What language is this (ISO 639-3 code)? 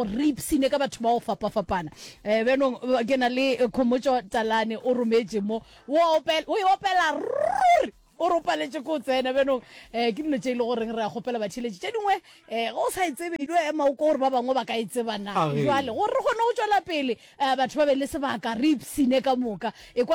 nso